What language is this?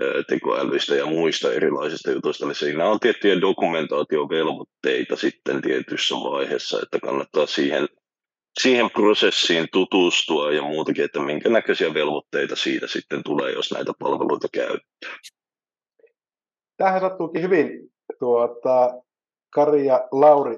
Finnish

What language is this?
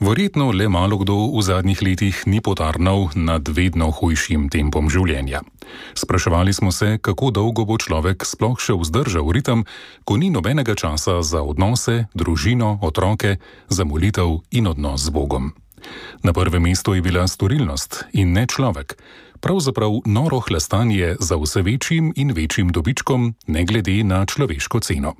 Slovenian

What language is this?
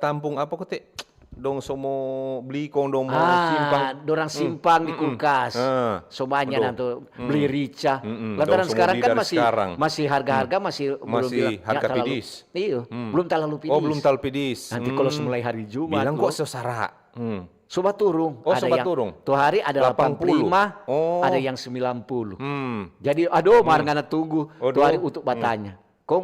Manado Malay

